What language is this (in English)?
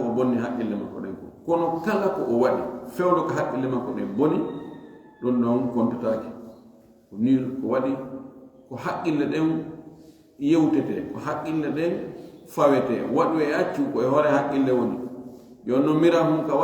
Fula